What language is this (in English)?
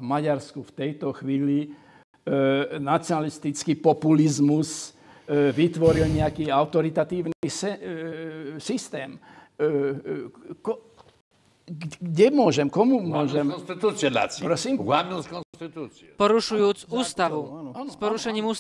Slovak